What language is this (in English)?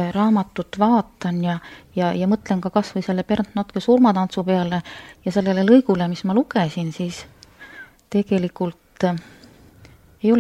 Estonian